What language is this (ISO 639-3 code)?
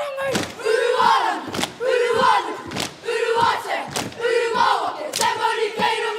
mri